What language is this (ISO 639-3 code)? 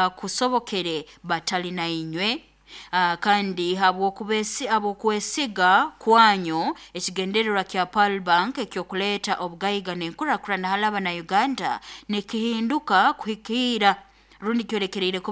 nyo